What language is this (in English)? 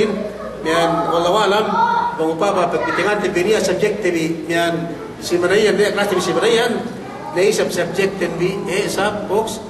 Yakan